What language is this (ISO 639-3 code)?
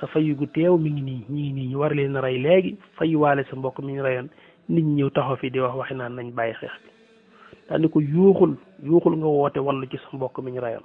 wol